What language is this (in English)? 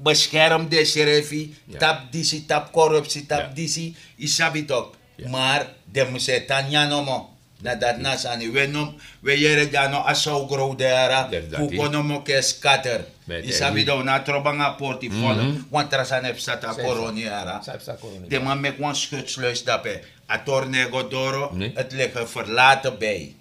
Sranan Tongo